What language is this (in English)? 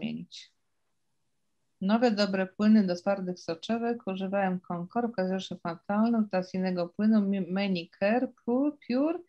Polish